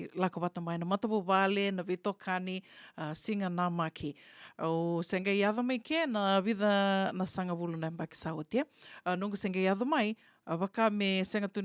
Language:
Fijian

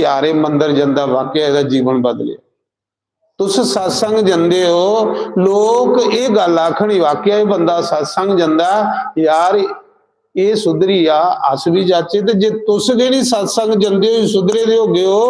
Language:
Dogri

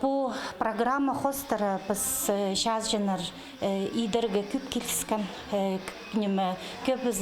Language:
Khakas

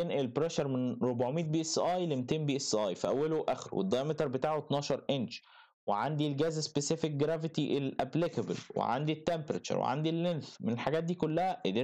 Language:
Egyptian Arabic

